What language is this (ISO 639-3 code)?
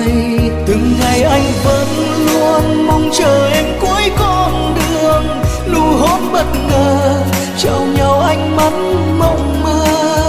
vie